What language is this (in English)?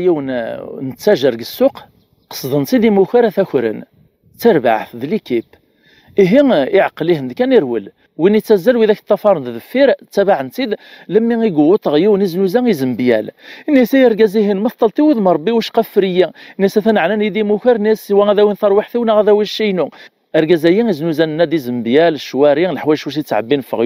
Kabyle